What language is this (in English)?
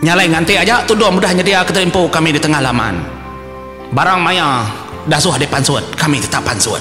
Iban